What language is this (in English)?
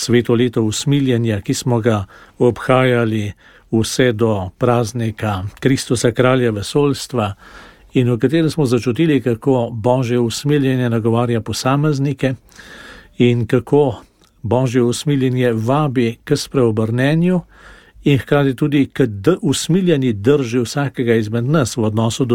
Slovenian